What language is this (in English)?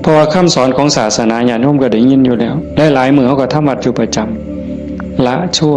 Northeastern Thai